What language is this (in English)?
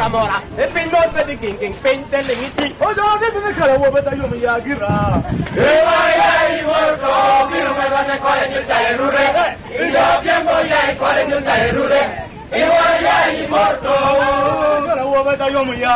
Lango (Uganda)